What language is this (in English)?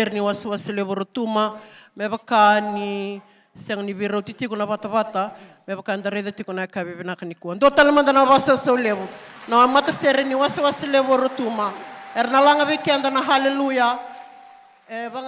Fijian